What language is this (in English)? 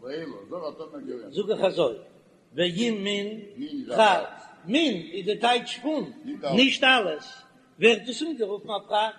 Yiddish